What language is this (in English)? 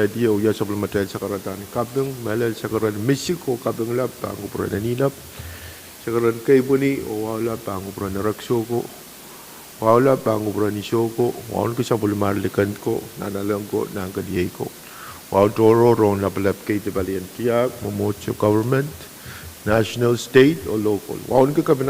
Pohnpeian